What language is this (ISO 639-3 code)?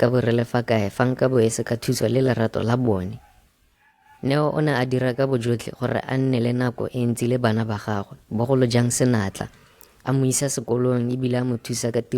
tsn